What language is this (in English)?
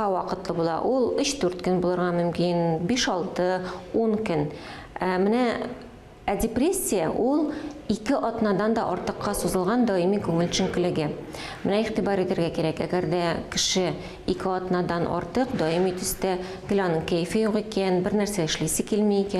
Tatar